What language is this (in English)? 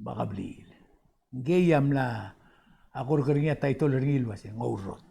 Palauan